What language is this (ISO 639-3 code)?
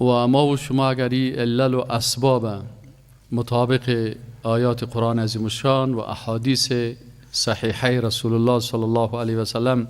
fas